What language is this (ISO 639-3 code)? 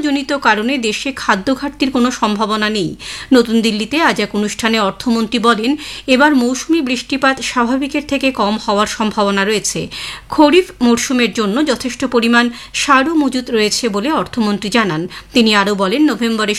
ben